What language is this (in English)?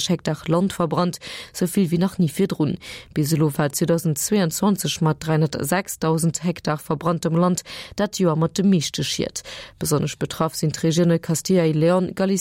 Luxembourgish